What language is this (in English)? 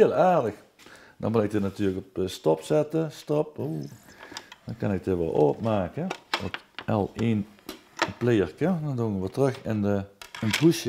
Limburgish